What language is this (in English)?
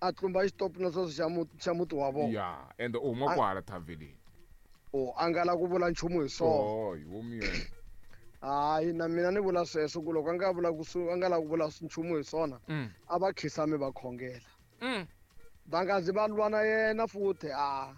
Tsonga